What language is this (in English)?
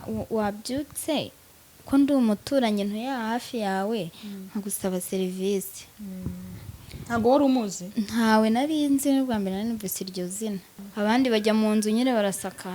Kinyarwanda